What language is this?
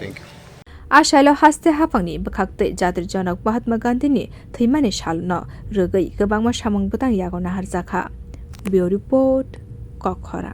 Kok Borok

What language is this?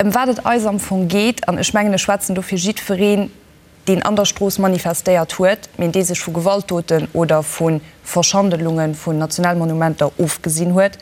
Luxembourgish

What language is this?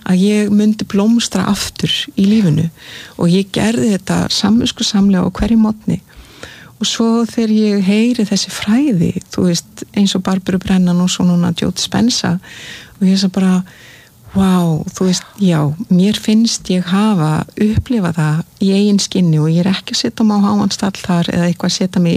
Icelandic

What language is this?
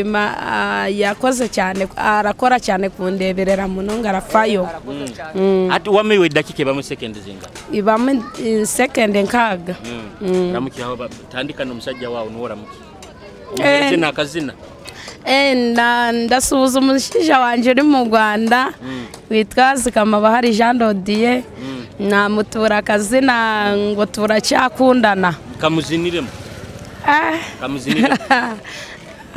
Nyoro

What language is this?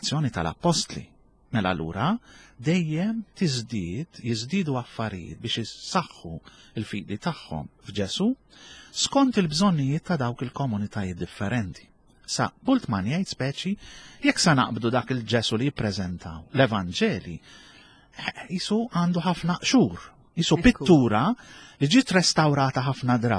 Maltese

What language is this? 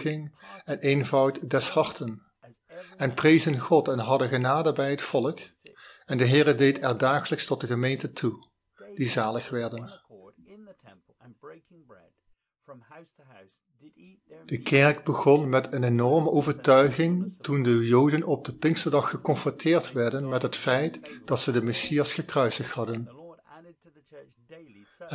Dutch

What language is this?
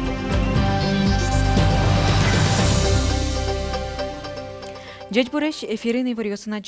Udmurt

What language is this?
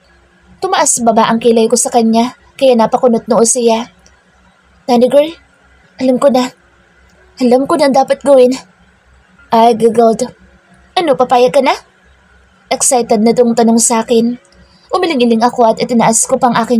Filipino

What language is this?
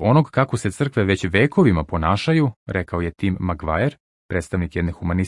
Serbian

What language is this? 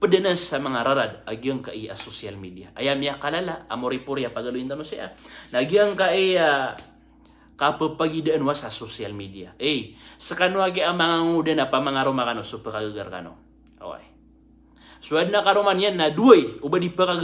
Maranao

